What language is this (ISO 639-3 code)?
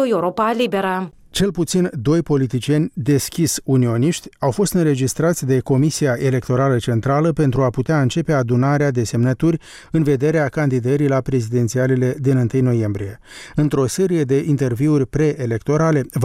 ron